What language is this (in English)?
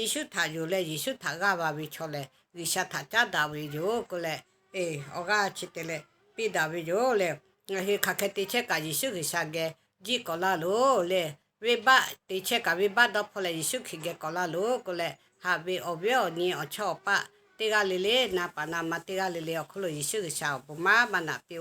Lahu